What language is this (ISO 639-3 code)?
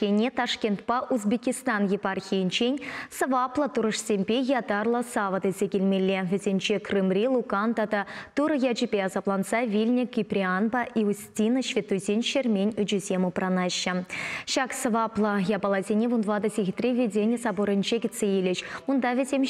chv